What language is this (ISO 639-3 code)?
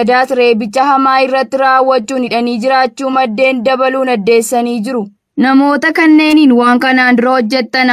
orm